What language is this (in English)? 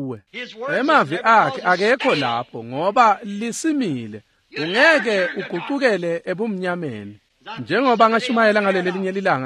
Swati